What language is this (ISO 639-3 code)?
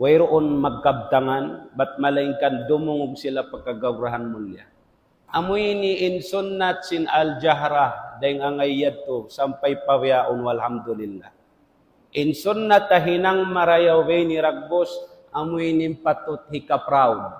tsg